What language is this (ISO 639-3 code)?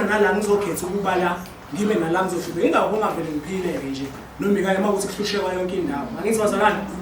zul